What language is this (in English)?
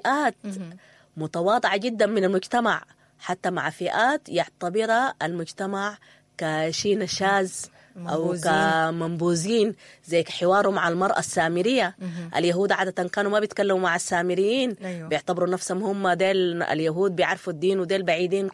Sudanese Arabic